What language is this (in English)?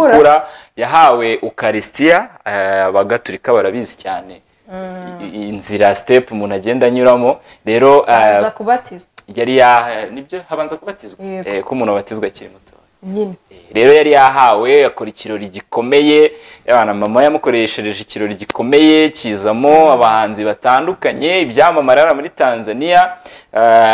Kinyarwanda